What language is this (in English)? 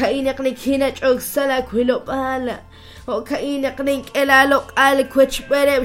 Kekchí